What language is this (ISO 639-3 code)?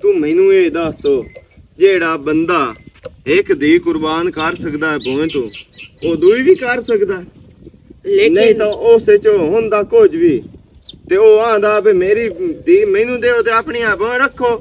lah